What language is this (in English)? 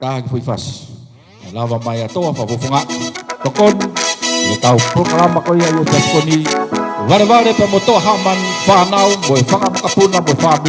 Tongan